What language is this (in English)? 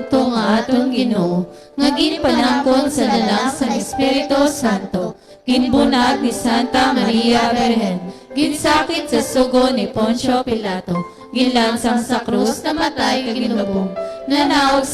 Hiligaynon